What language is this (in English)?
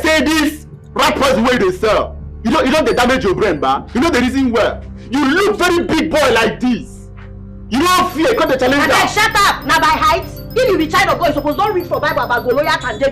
Nigerian Pidgin